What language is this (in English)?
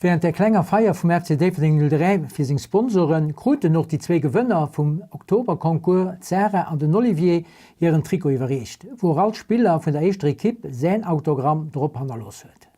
Luxembourgish